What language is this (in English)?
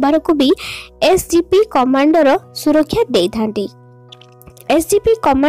Odia